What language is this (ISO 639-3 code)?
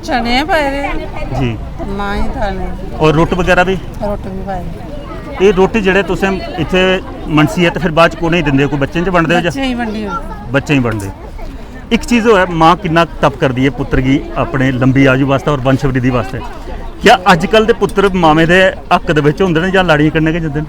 doi